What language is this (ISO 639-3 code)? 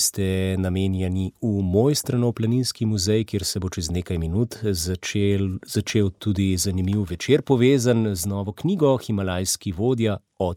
slv